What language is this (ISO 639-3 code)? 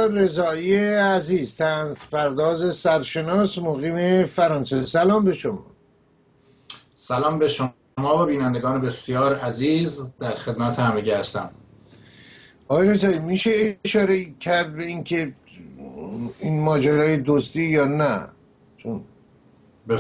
fas